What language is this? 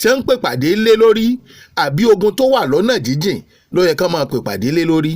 Yoruba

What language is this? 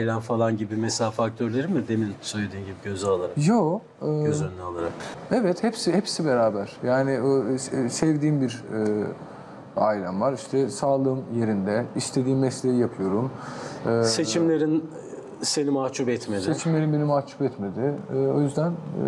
Turkish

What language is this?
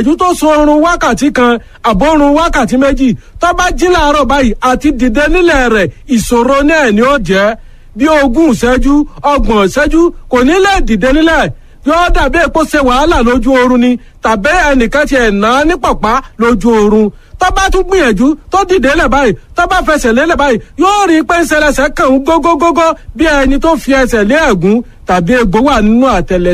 Yoruba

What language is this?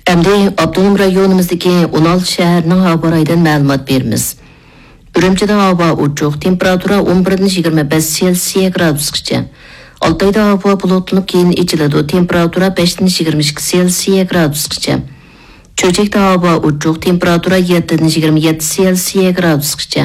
Uyghur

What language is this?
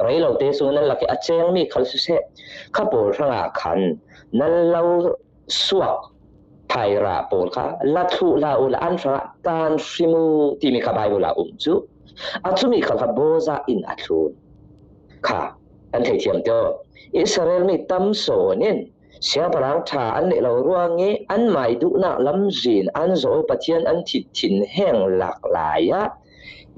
Falam Chin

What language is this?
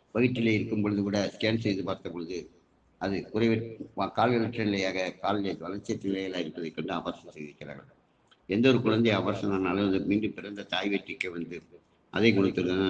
Tamil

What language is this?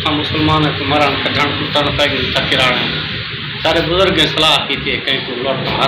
Saraiki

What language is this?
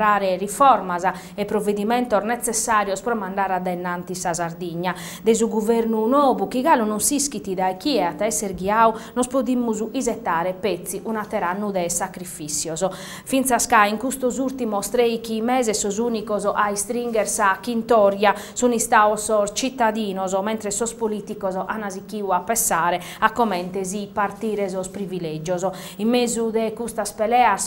Sardinian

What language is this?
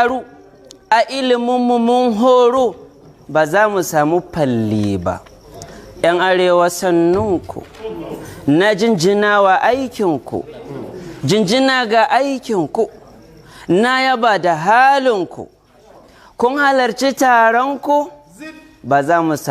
Hausa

